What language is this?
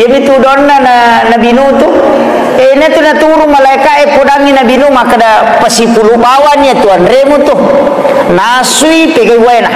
Buginese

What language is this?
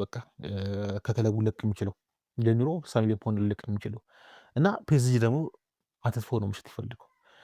Amharic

